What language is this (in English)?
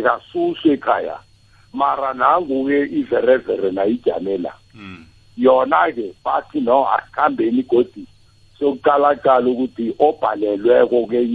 South Ndebele